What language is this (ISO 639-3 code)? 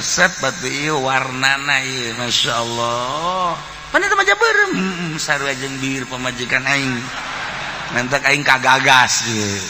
sun